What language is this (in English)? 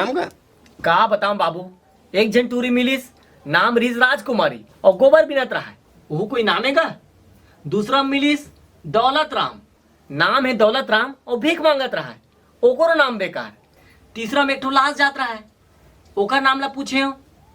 Chhattisgarhi